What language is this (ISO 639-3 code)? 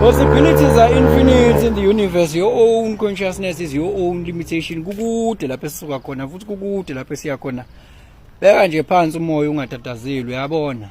zul